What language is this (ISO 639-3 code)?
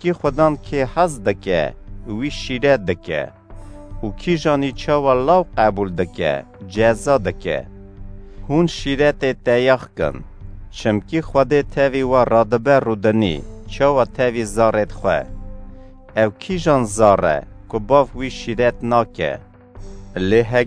kur